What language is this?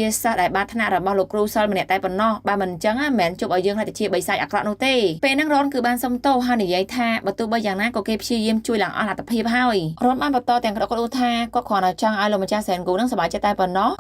Khmer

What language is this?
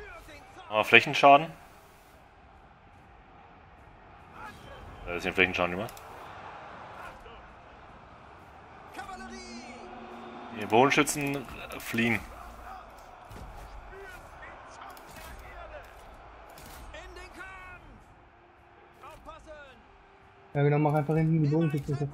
German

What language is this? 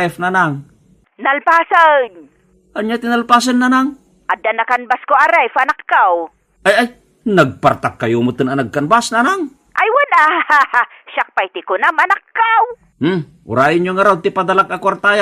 Iloko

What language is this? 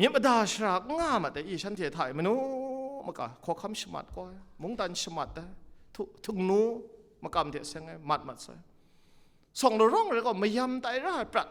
Kachin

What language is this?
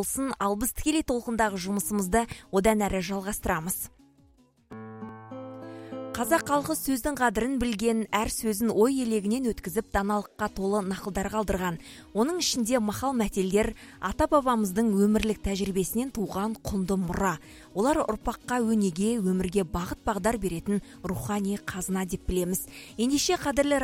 Kazakh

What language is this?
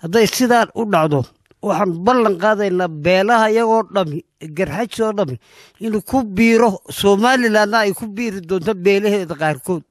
Somali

